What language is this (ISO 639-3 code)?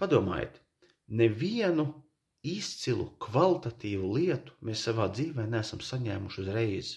lav